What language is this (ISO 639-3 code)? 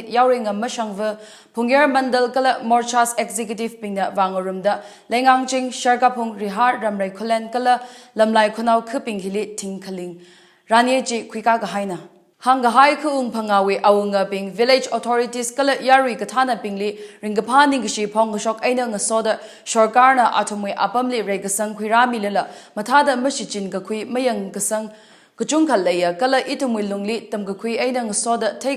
nmf